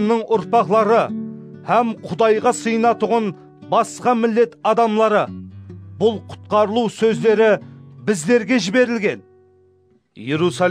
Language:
Kara-Kalpak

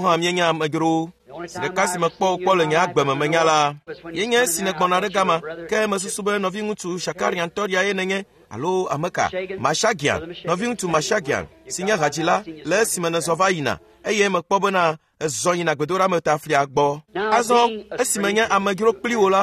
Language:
Ewe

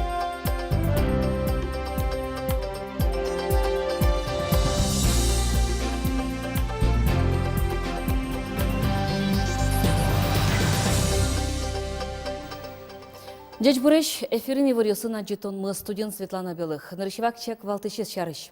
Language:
Udmurt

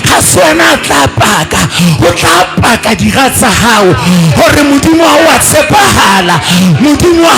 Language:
Southern Sotho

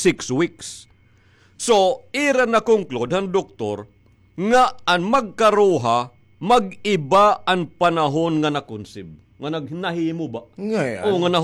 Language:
Waray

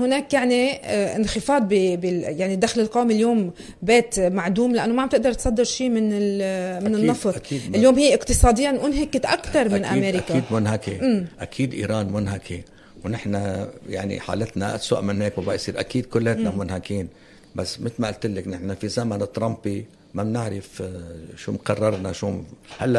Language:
North Levantine Arabic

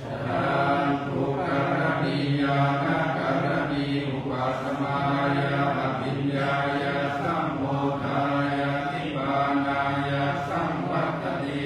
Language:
Pali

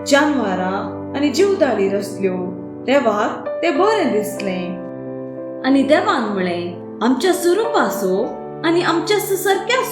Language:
Konkani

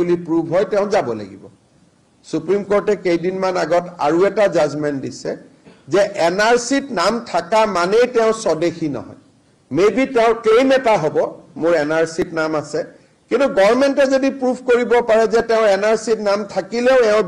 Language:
Assamese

